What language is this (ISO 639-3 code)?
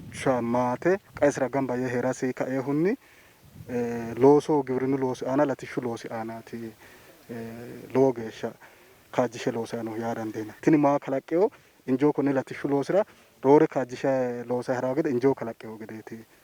sid